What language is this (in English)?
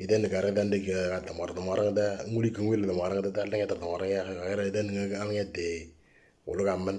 Moro